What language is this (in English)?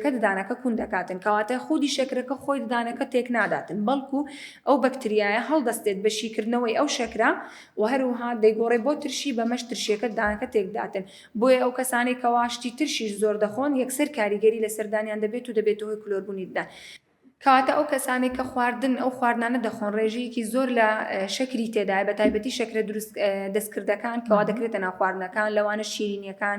Central Kurdish